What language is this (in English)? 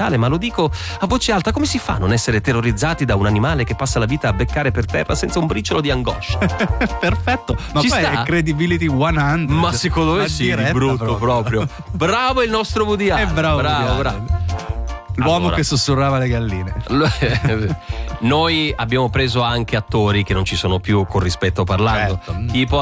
Italian